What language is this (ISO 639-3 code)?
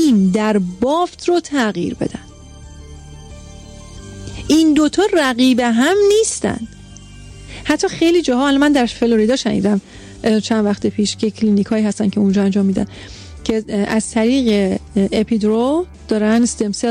fas